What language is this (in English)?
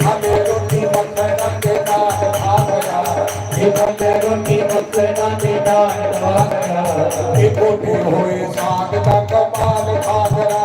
Dogri